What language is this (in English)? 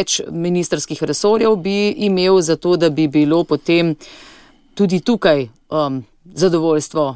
Slovenian